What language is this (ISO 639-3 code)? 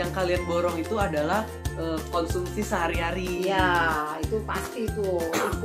ind